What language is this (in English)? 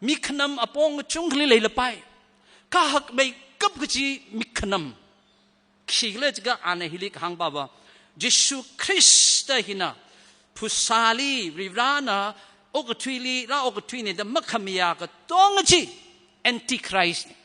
Tangkhul Naga (India)